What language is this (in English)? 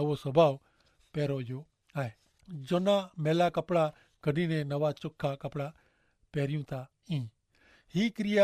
Kachhi